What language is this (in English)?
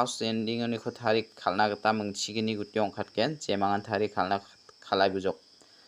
Garo